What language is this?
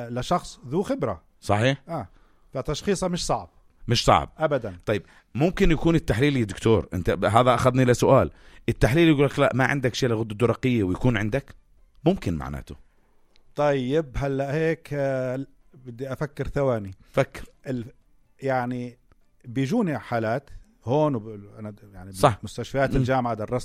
North Levantine Arabic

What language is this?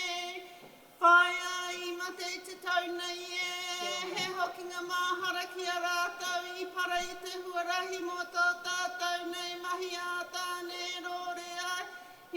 Māori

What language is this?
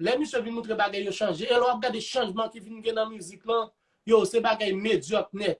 Haitian Creole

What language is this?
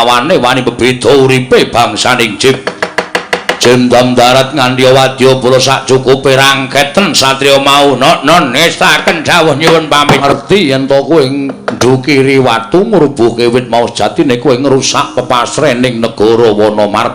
Javanese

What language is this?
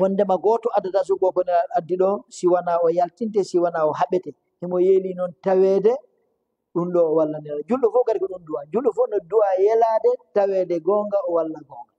Fula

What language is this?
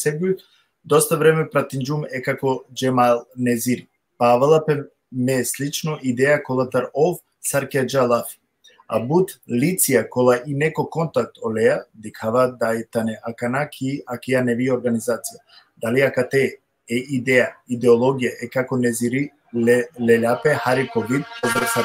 Balkan Romani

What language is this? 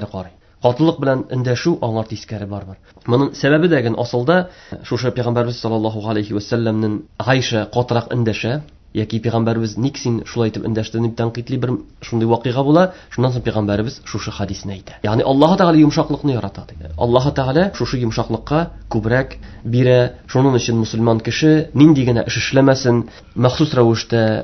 Tatar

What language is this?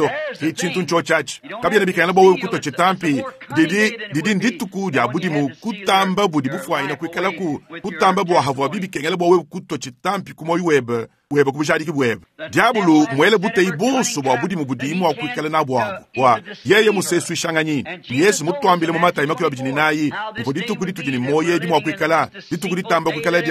Luba-Lulua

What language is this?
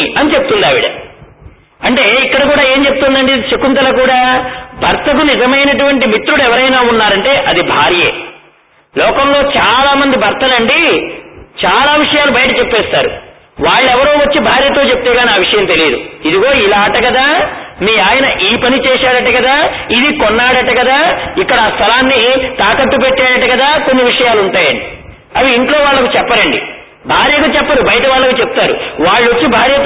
Telugu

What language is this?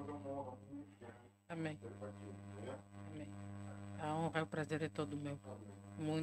Portuguese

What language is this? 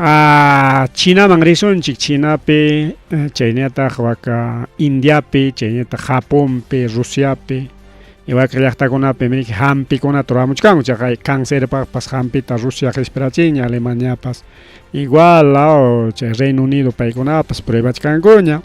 Ayacucho Quechua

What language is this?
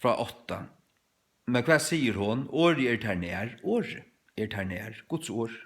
Faroese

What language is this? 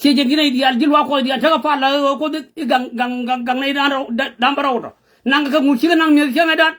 Nuer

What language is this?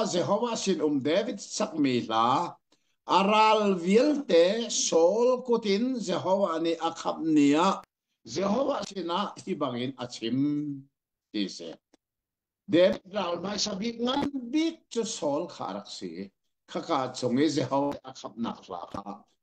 Hakha Chin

